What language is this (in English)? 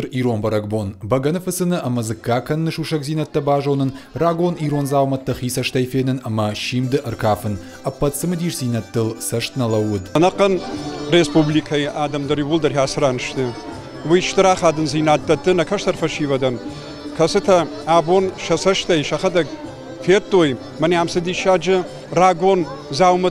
Ossetic